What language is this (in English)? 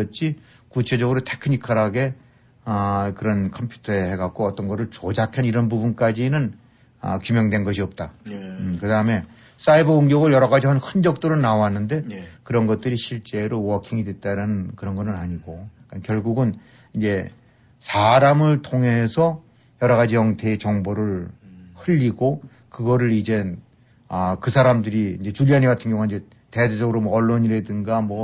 Korean